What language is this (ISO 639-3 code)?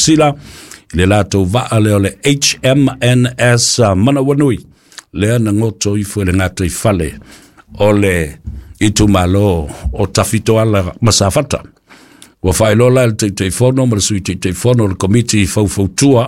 smo